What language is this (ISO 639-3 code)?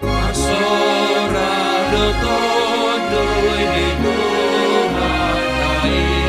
bts